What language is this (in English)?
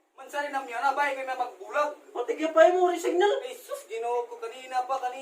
Waray